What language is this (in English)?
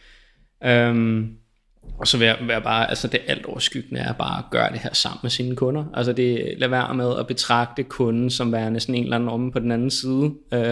Danish